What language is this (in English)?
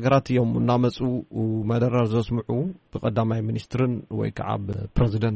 Tigrinya